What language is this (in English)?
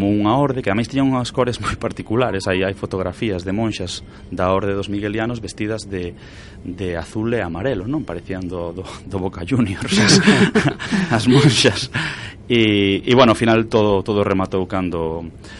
Galician